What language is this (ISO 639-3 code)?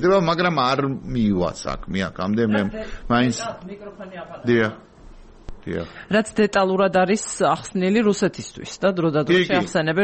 kat